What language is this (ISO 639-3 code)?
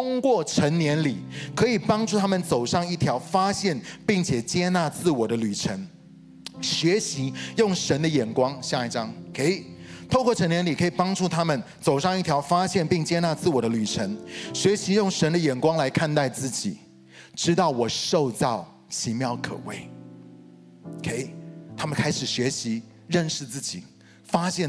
zho